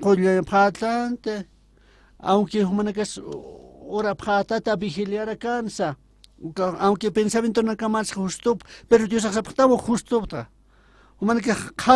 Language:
Aymara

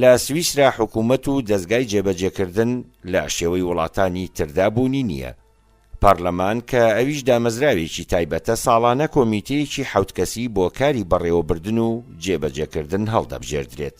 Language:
Central Kurdish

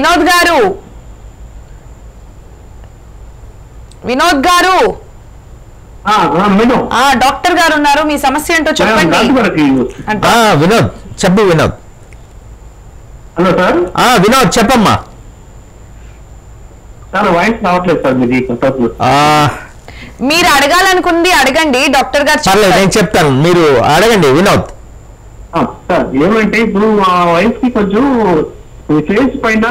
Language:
Telugu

